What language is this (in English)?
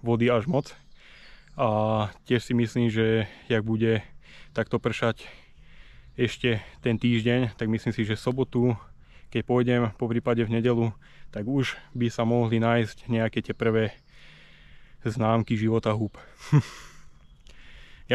Slovak